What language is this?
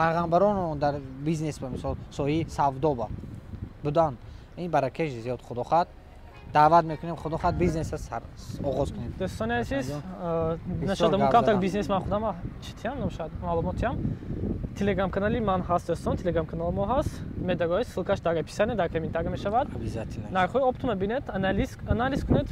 Tajik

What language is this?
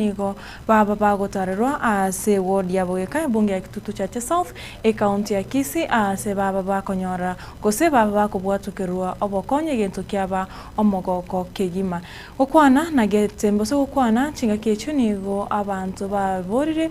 Gusii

